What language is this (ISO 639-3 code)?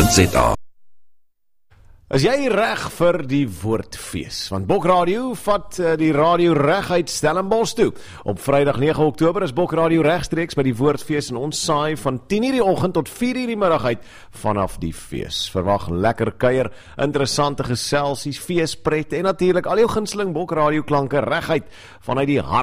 afr